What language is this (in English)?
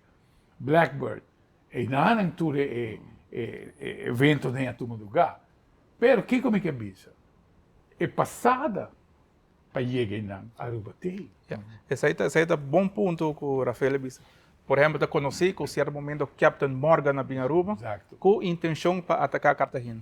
Papiamento